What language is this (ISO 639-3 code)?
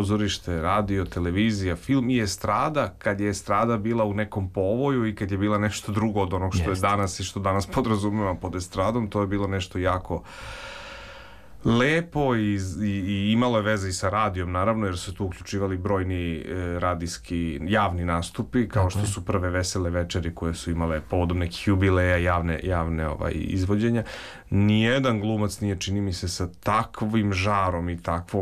srp